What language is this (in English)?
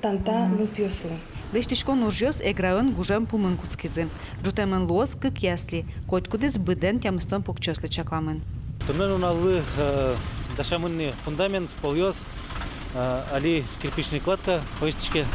Udmurt